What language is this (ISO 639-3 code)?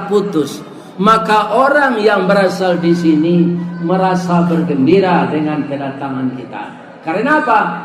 min